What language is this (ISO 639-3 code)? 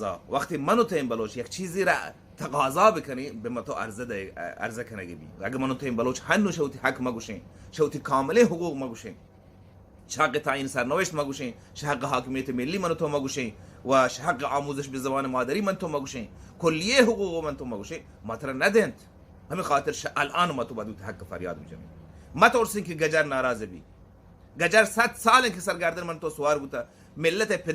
bal